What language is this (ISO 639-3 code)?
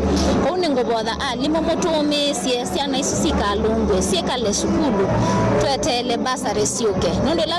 kam